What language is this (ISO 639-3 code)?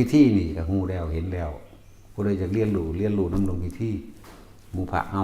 tts